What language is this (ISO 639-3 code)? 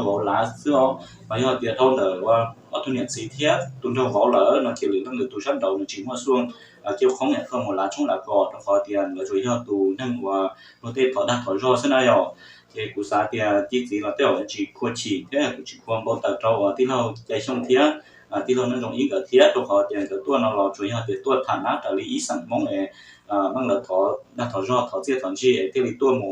hmn